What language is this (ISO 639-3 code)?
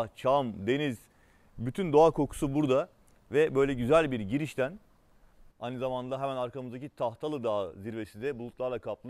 tur